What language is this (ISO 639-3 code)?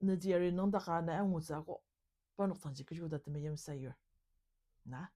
njo